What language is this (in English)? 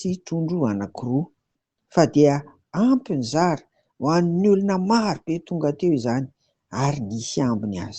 Malagasy